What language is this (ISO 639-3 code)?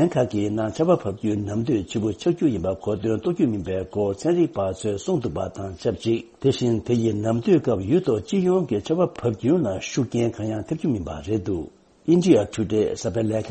bod